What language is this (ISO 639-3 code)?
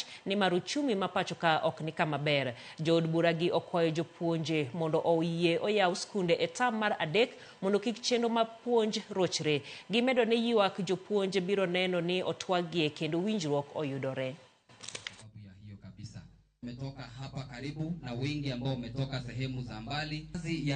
luo